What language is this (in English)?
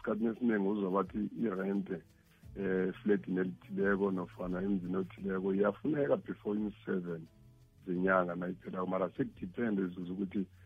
South Ndebele